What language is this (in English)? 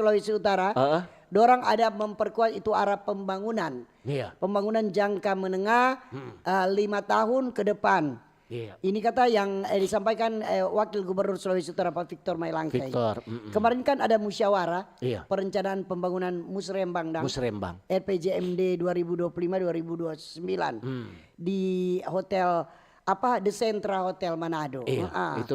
Manado Malay